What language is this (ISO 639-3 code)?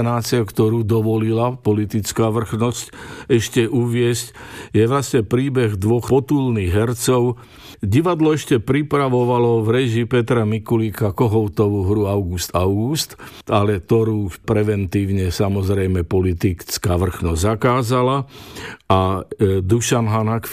slk